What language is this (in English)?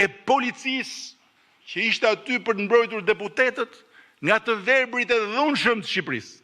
Albanian